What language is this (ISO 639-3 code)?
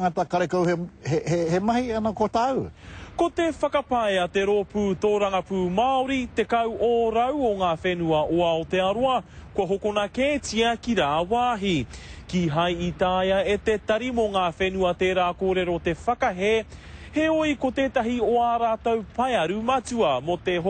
mri